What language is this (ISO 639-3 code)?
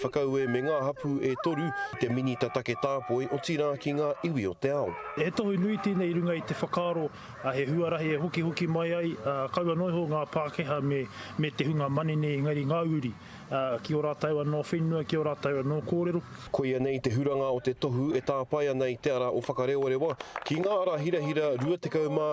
mri